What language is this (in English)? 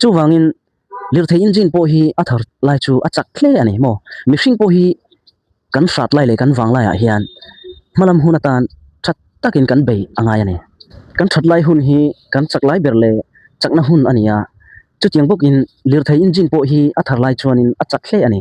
Mizo